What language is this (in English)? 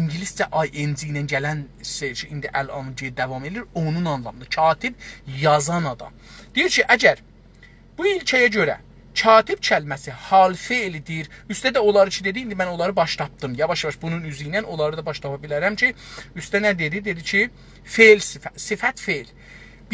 South Azerbaijani